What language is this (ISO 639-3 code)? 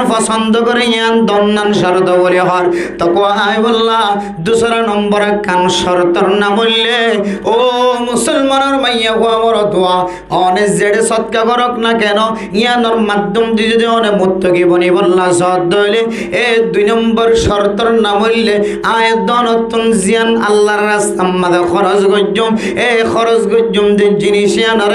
rhg